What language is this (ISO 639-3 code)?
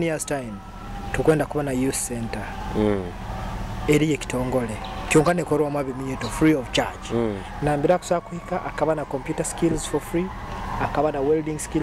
nyo